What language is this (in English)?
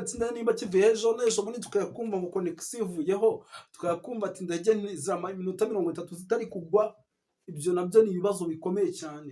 Kinyarwanda